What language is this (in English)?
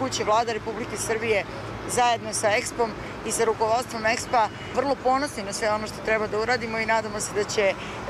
Serbian